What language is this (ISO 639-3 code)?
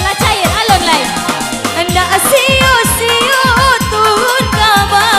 min